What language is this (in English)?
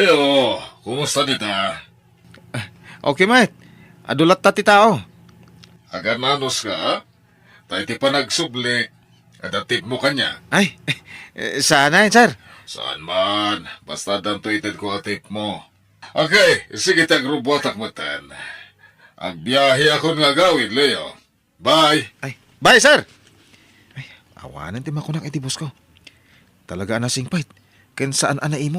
Iloko